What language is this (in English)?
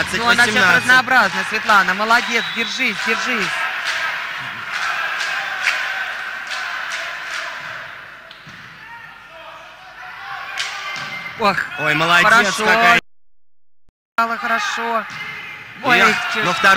Russian